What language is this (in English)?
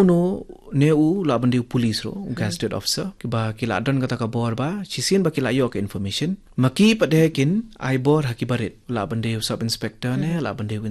Khasi